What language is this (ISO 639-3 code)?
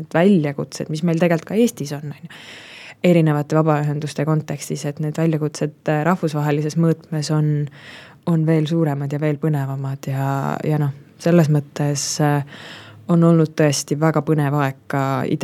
est